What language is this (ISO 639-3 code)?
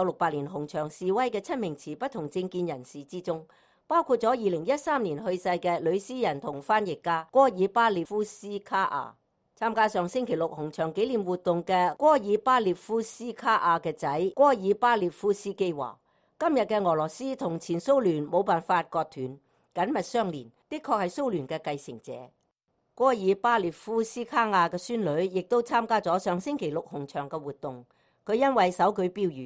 yue